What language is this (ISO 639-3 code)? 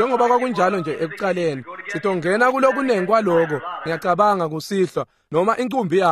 ssw